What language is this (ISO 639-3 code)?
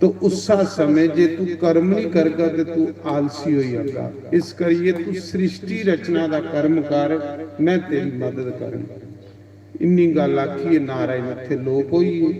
doi